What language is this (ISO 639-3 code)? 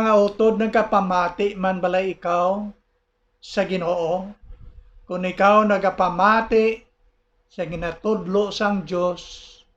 hil